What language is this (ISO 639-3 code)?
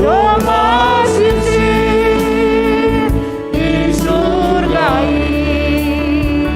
bts